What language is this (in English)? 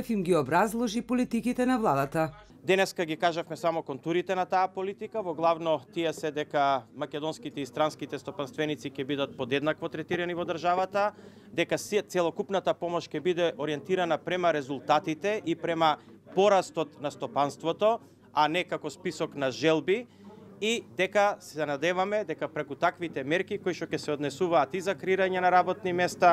Macedonian